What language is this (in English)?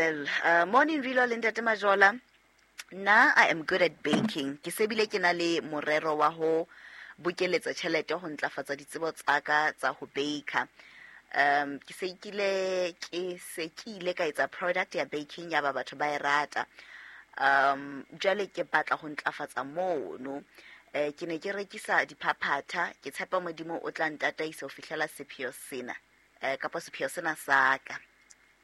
Southern Sotho